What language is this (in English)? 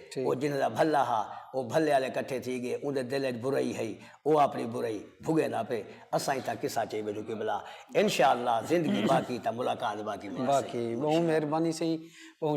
Saraiki